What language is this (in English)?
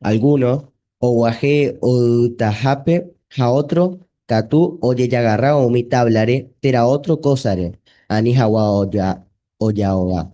Guarani